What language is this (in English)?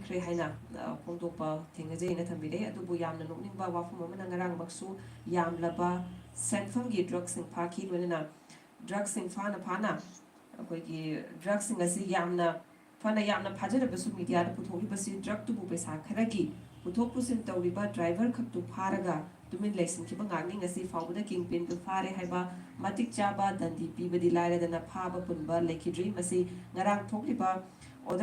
Manipuri